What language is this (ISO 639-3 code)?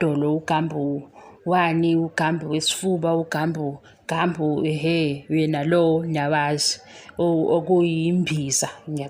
zul